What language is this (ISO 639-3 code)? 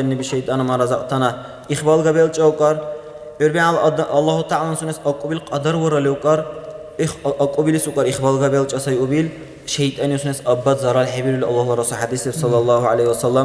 dar